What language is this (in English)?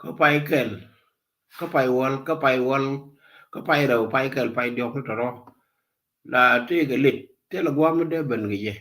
Nuer